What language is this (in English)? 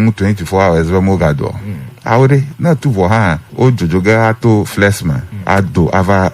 Ewe